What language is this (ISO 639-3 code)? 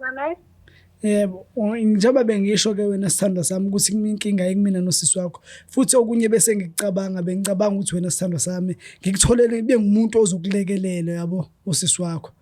zul